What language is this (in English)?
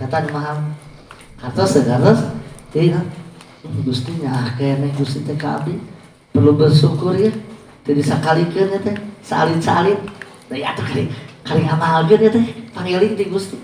Sundanese